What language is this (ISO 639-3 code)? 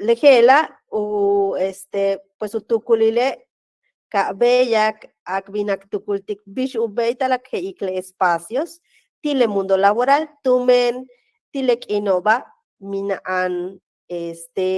yua